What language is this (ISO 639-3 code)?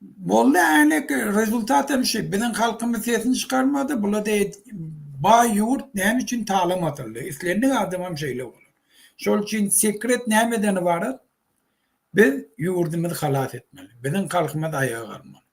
tuk